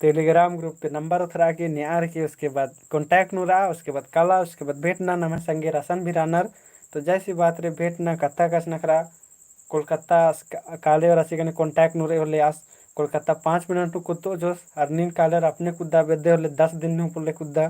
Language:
Kurukh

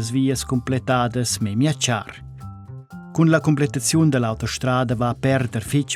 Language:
Romansh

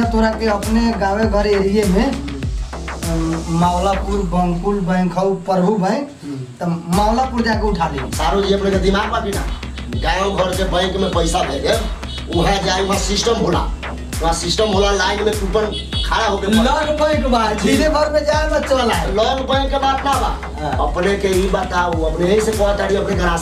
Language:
Bhojpuri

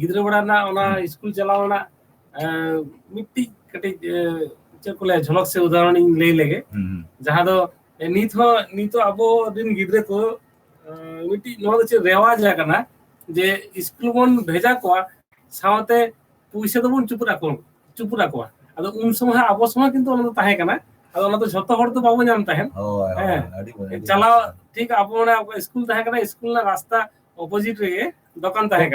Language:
Santali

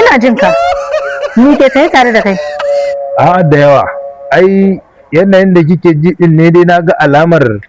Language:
Hausa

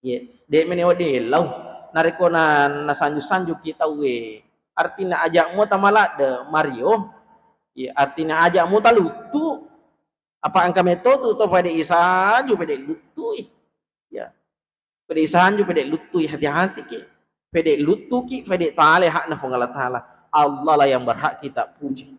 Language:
Buginese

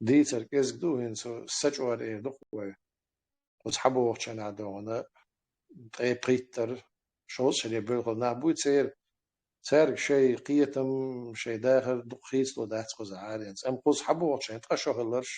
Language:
Chechen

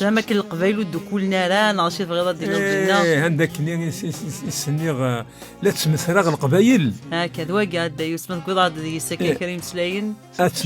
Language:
Kabyle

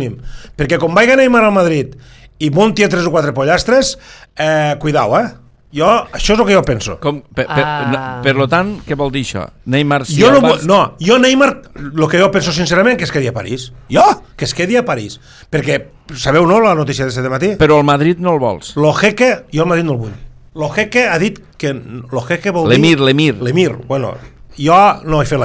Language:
Catalan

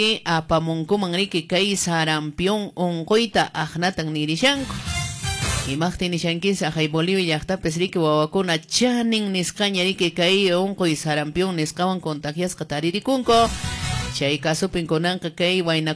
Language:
Quechua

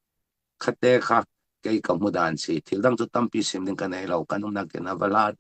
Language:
Falam Chin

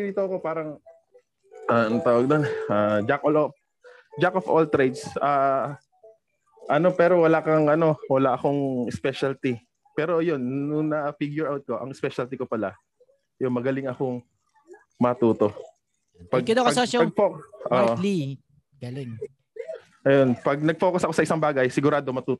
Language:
Filipino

